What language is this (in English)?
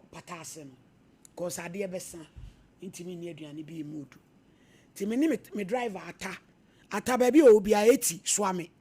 Akan